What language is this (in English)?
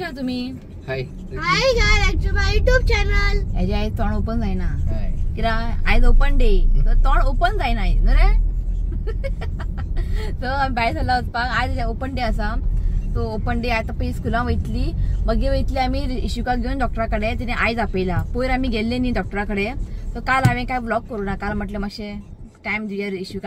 Konkani